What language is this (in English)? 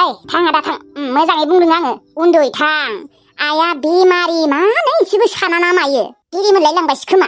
Bodo